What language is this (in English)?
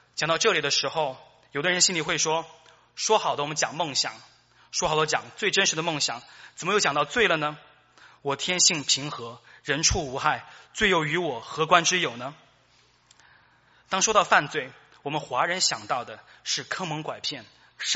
Chinese